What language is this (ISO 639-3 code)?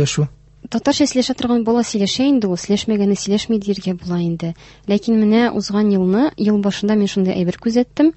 tat